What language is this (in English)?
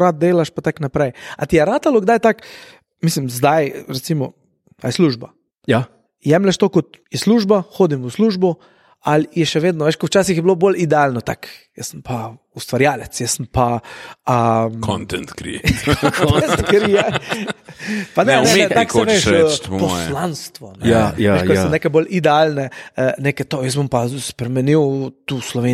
Slovenian